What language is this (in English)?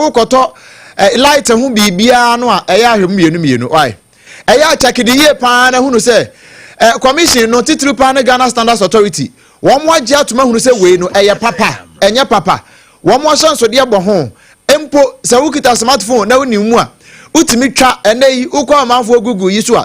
Akan